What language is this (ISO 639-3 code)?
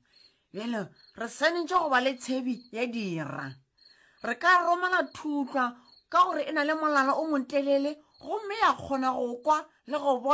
nso